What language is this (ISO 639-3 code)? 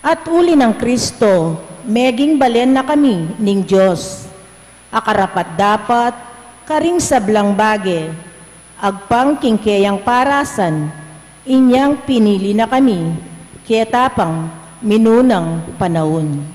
pam